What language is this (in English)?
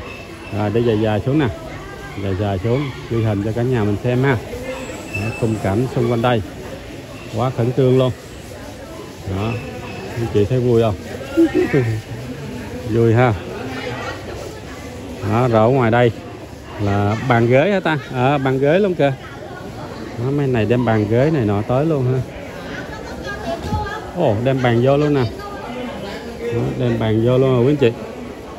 Vietnamese